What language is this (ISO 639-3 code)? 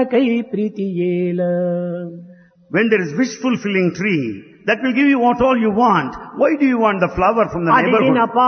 tel